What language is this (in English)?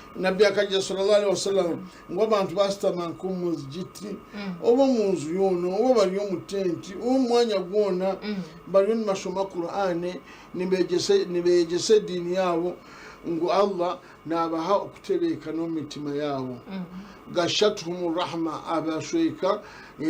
Nyankole